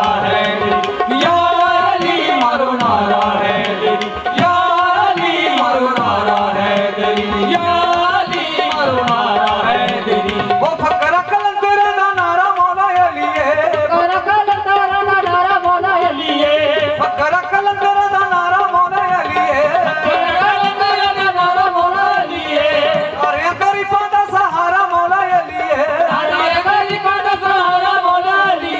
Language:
Punjabi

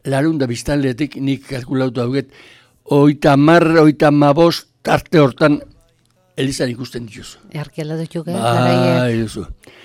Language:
Basque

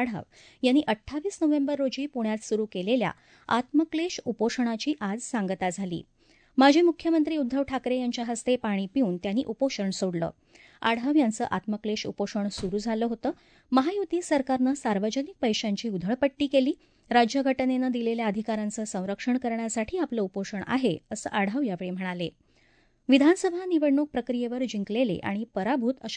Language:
Marathi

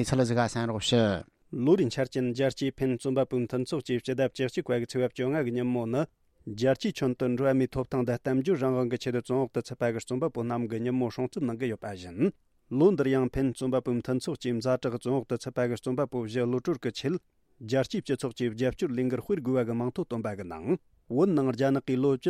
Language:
Tibetan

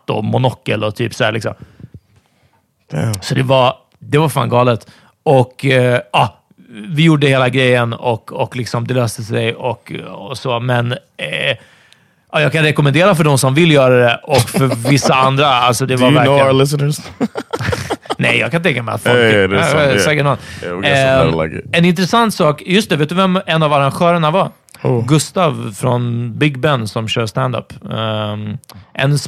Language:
Swedish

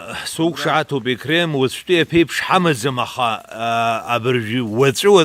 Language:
Abkhazian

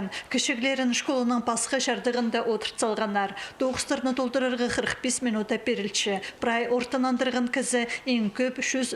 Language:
Khakas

